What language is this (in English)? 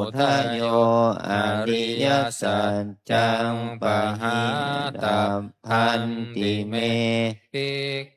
Pali